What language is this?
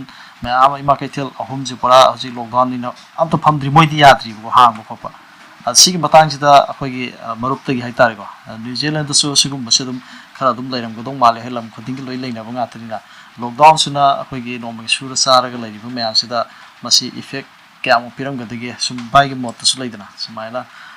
Manipuri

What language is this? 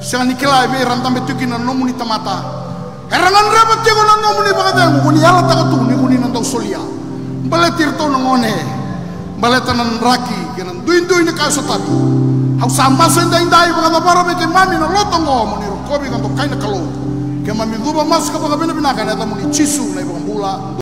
Fijian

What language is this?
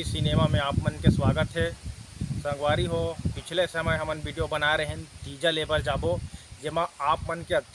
Chhattisgarhi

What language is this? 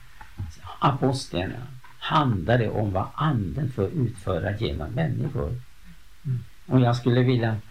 Swedish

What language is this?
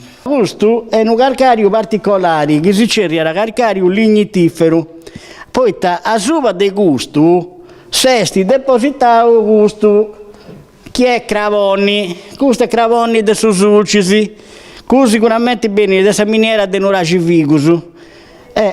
Sardinian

